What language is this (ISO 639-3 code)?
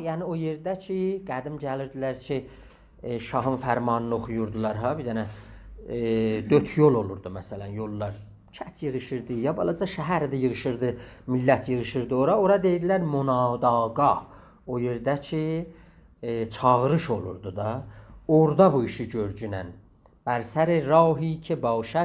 azb